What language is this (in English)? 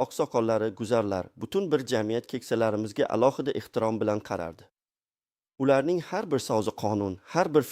Uzbek